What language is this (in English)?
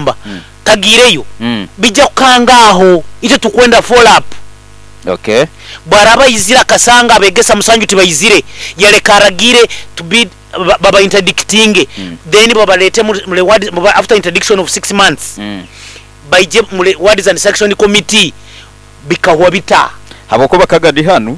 Nyoro